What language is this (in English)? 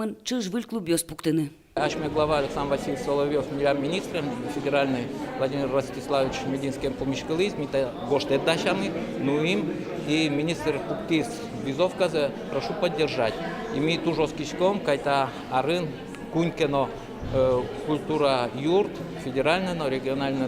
Udmurt